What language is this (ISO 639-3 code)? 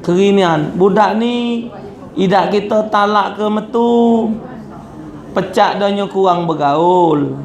mui